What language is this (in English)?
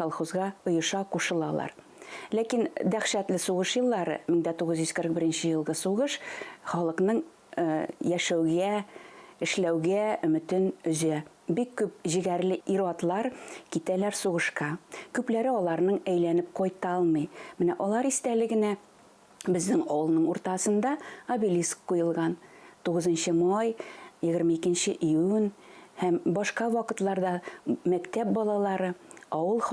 Bashkir